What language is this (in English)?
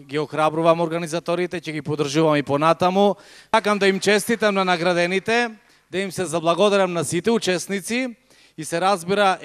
Macedonian